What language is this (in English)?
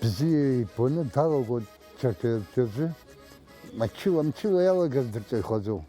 Abkhazian